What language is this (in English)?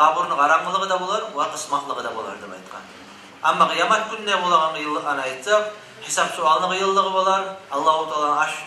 Kumyk